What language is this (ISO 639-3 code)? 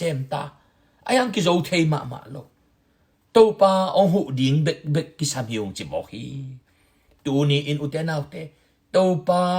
ctd